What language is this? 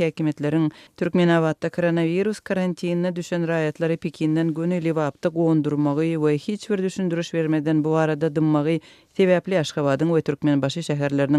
Turkmen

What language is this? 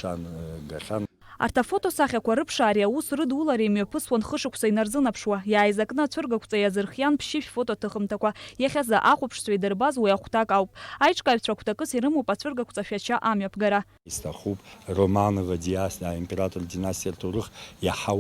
Abkhazian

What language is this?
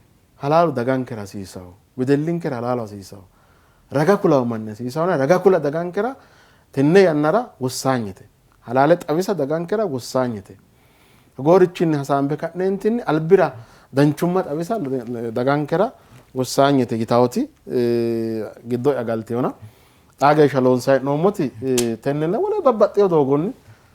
Sidamo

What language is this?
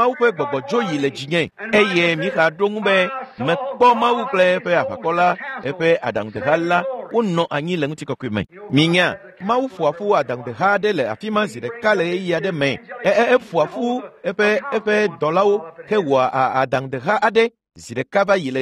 Ewe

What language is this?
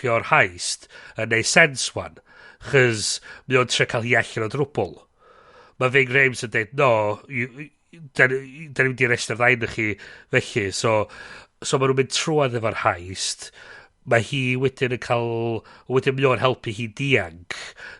Welsh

